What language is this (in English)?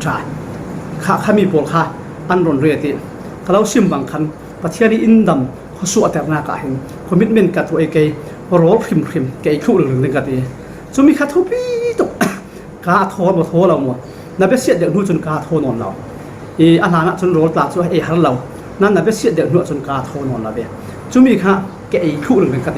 Falam Chin